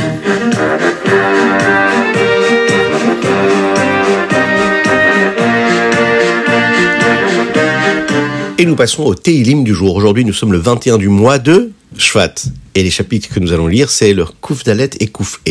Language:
French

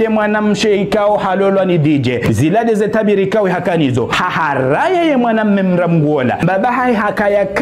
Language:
Ngazidja Comorian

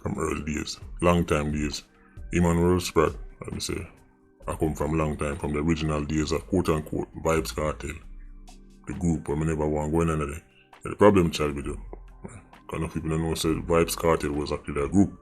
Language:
Jamaican Creole English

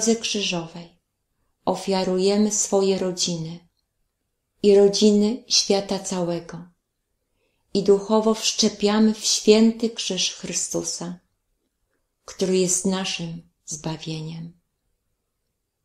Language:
Polish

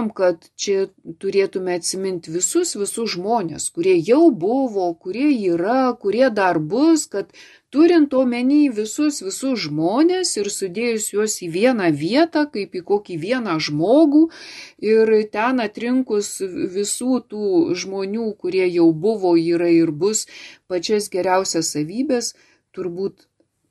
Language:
Lithuanian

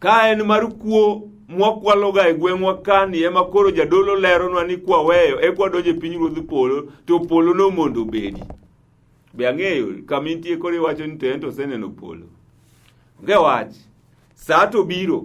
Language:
Luo (Kenya and Tanzania)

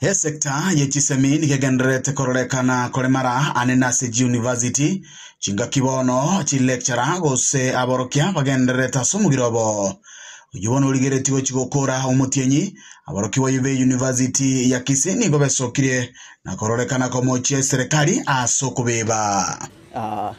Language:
Gusii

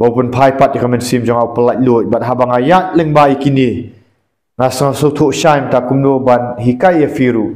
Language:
Khasi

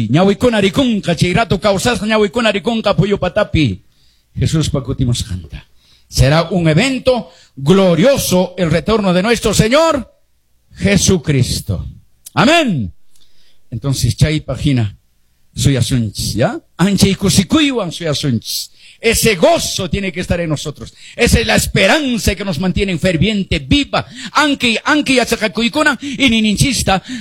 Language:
Quechua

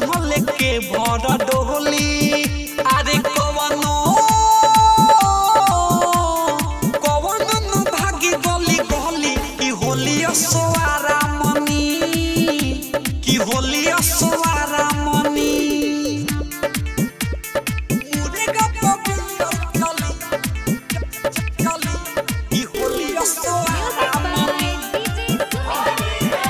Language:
Bhojpuri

